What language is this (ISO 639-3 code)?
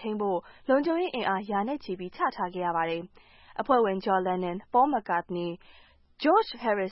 mya